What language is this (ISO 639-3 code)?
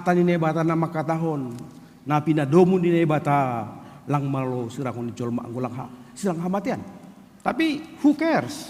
bts